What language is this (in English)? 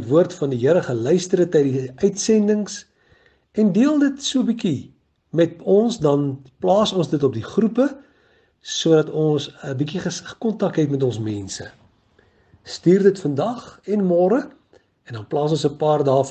Afrikaans